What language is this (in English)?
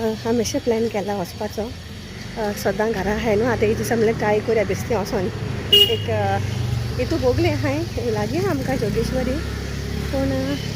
Konkani